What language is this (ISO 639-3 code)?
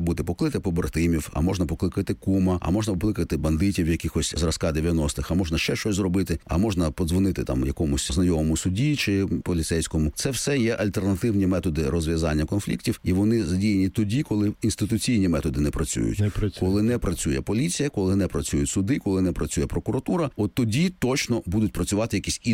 ukr